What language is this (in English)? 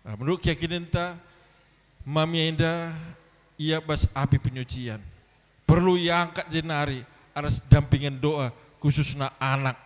Batak Karo